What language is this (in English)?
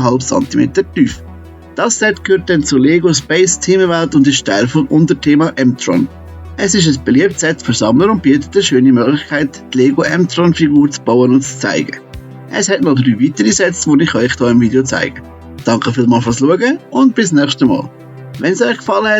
Swiss German